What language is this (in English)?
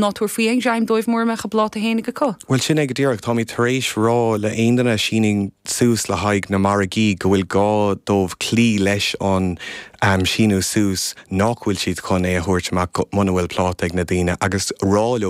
Irish